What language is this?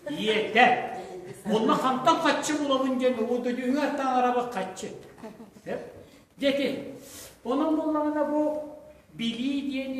Yakut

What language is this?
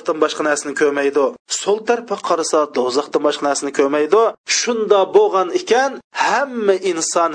Uyghur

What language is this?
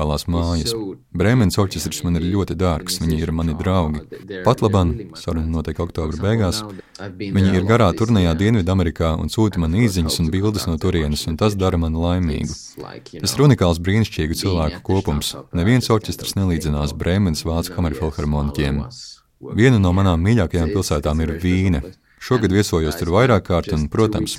Latvian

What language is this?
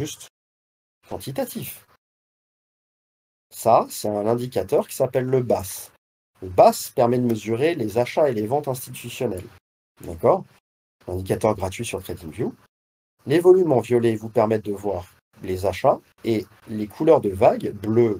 French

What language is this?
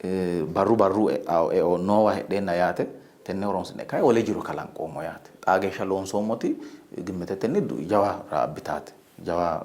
Sidamo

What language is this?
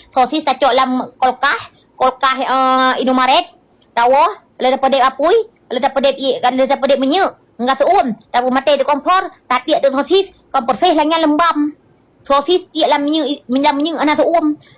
Achinese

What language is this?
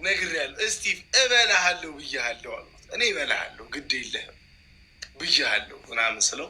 Amharic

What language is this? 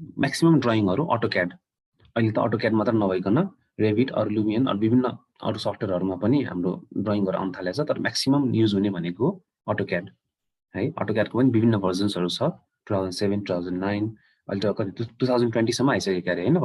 Nepali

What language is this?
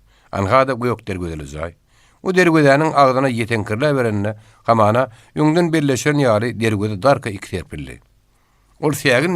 Turkmen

